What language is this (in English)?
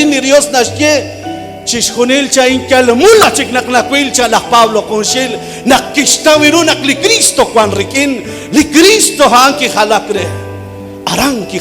Kekchí